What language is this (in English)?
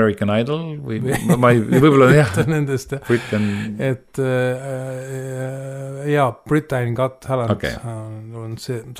Estonian